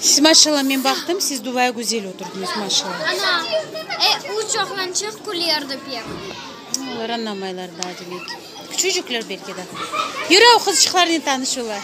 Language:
Crimean Tatar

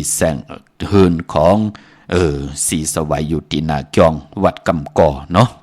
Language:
Shan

